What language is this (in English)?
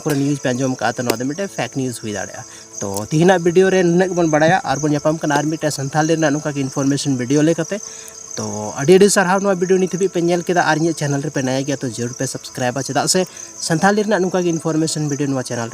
Santali